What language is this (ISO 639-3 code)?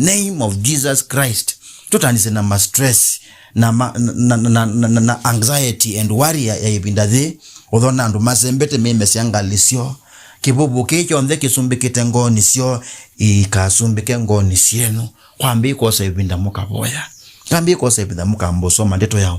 kam